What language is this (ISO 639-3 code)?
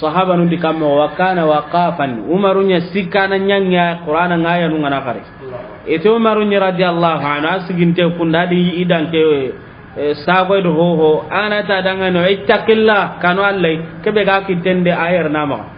snk